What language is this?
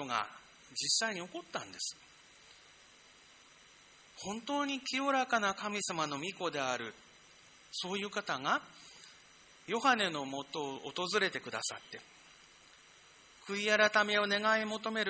Japanese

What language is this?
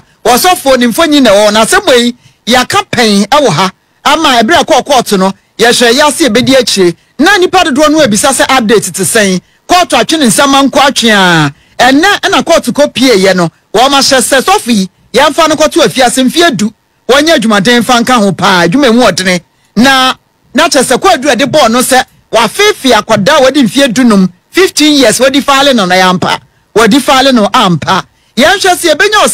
Akan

